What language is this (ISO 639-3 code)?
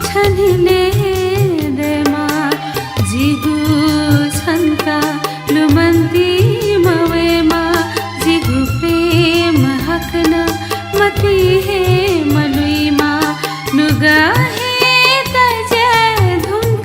new